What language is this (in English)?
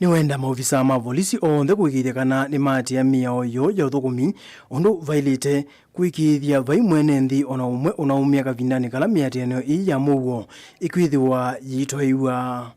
Kamba